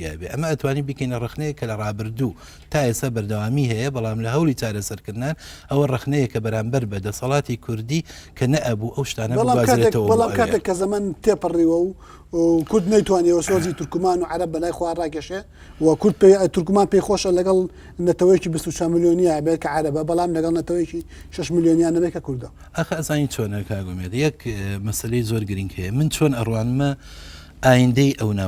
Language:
Central Kurdish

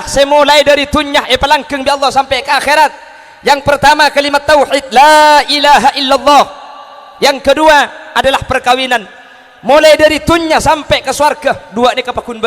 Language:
Madurese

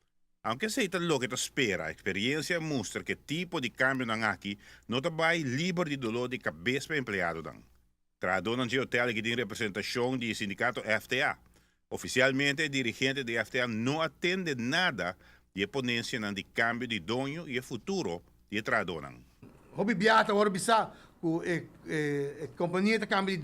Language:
Papiamento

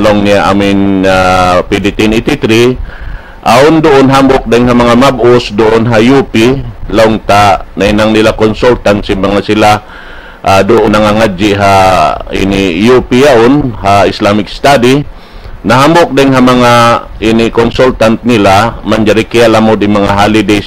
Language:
Tausug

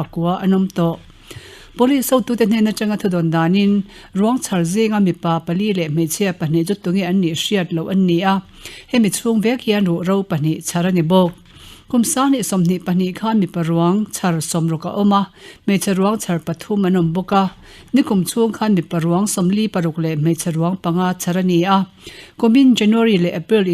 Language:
Mizo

